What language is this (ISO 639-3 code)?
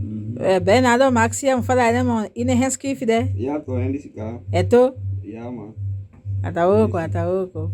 srm